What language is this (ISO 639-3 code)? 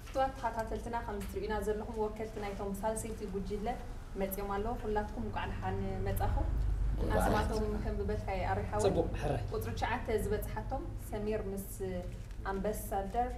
tir